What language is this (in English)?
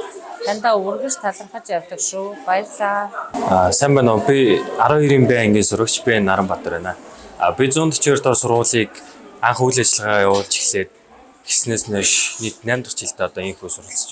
Mongolian